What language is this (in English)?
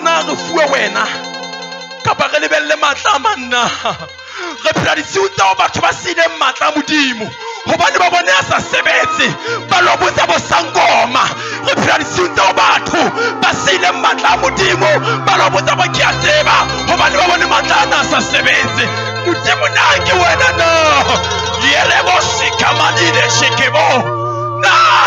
Southern Sotho